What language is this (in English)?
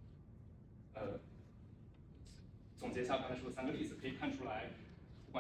Chinese